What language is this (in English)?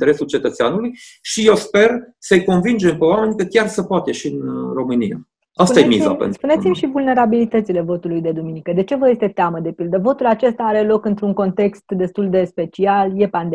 Romanian